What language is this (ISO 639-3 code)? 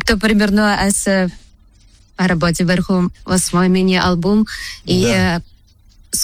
bul